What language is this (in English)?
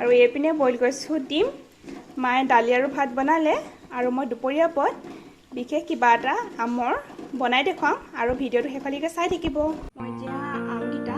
Assamese